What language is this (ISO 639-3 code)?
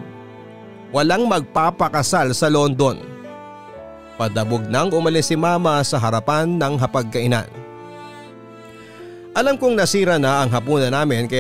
fil